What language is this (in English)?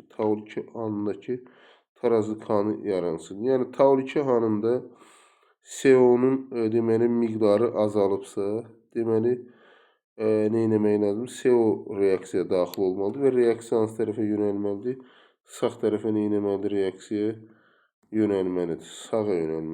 Azerbaijani